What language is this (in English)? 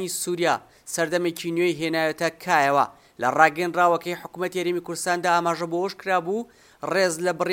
Central Kurdish